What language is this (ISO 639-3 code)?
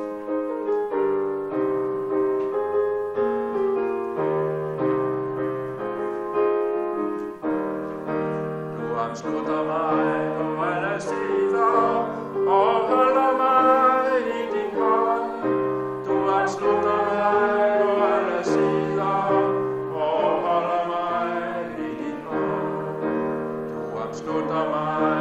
dan